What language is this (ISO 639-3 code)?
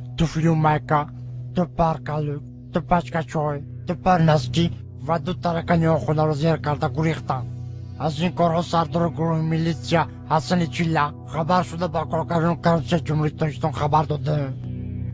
tgk